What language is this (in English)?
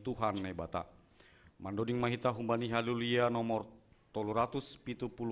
Batak Simalungun